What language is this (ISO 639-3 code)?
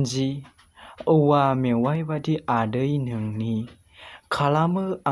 brx